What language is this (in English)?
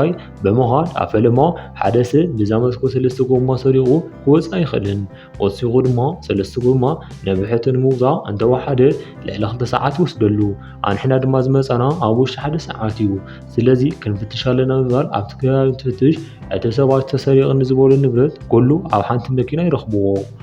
Tigrinya